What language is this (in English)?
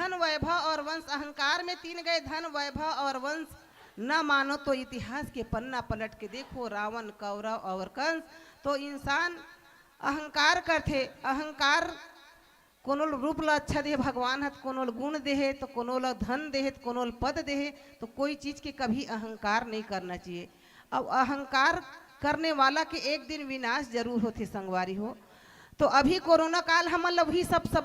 Chhattisgarhi